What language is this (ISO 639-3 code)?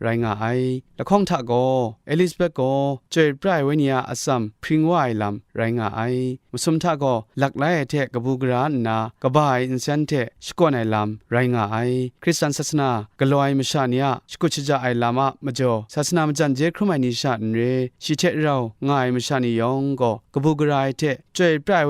kac